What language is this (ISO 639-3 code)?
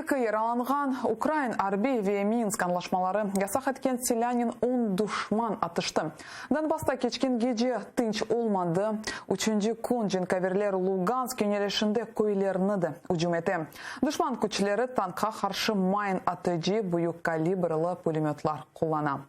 crh